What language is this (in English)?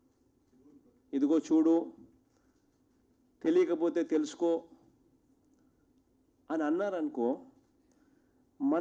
Telugu